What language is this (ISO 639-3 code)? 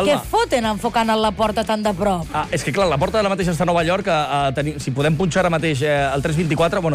cat